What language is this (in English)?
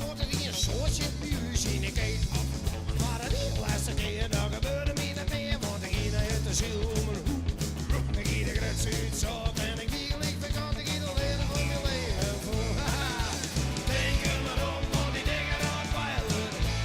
Western Frisian